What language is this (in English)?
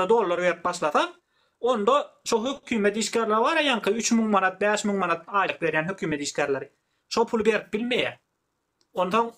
Turkmen